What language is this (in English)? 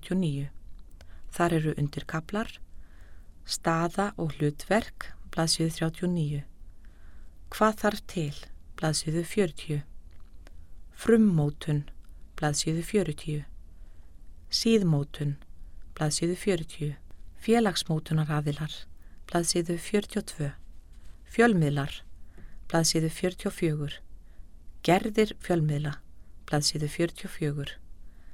Icelandic